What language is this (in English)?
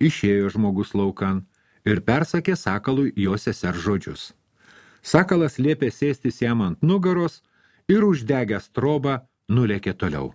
Lithuanian